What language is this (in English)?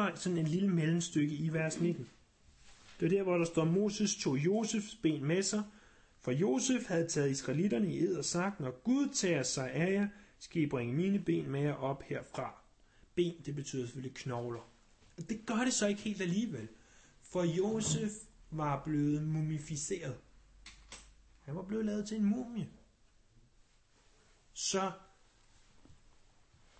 Danish